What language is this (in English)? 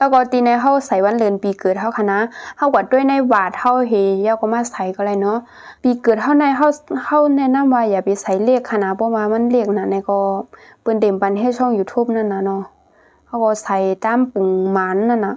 Shan